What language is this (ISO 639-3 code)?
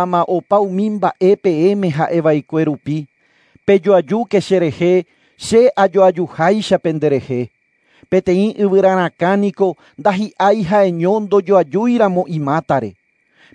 grn